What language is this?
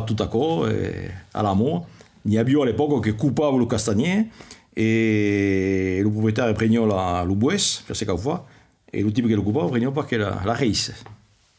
Occitan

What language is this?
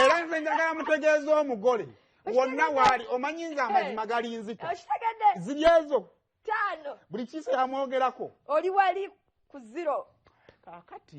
Ganda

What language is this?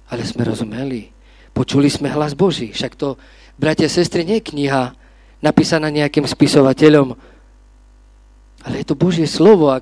Slovak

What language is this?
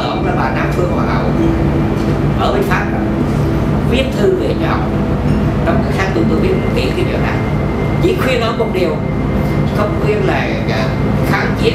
Vietnamese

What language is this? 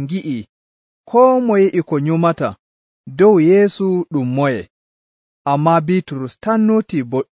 Nigerian Fulfulde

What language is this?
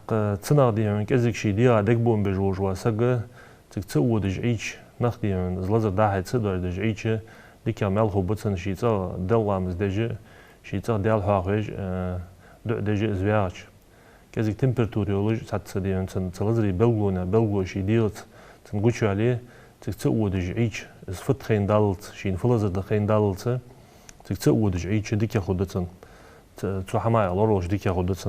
Ingush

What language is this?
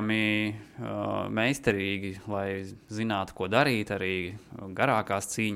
Latvian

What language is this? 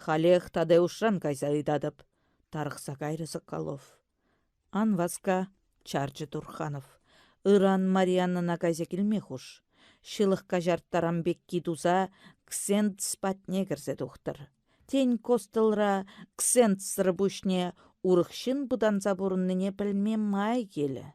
Chuvash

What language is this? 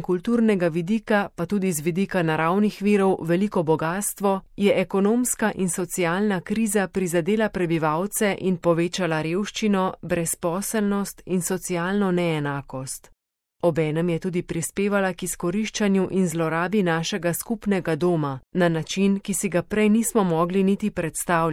Slovenian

